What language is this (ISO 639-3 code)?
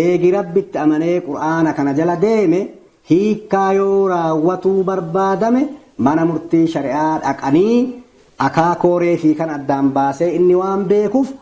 orm